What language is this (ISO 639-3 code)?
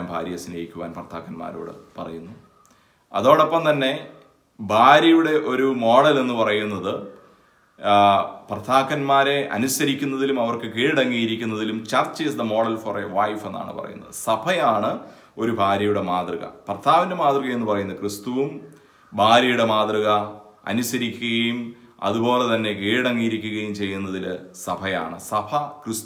mal